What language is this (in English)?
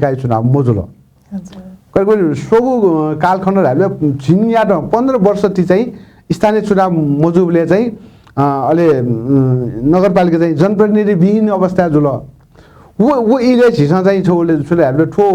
Newari